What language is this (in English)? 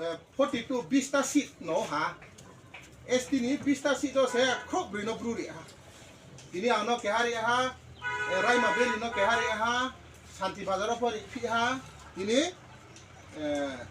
Riang (India)